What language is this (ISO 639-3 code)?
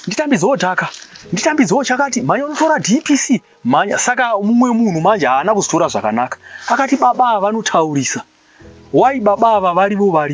sna